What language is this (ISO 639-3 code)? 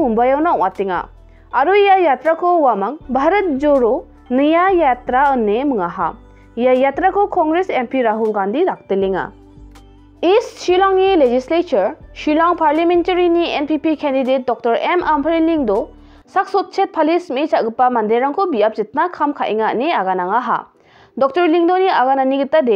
grt